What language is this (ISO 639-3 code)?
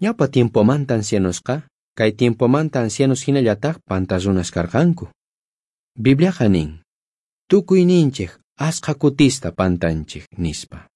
quh